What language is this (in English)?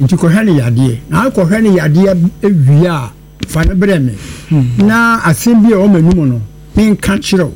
Akan